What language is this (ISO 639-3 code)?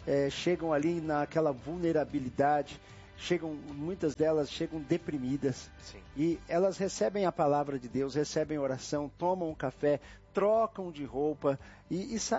por